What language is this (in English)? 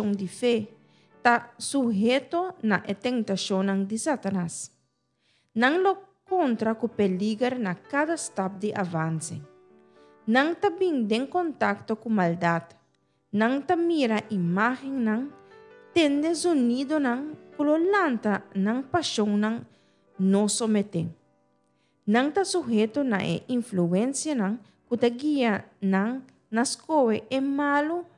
Papiamento